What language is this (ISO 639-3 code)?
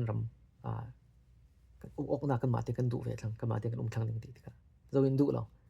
cfm